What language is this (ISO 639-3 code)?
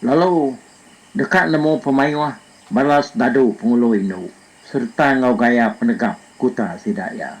iba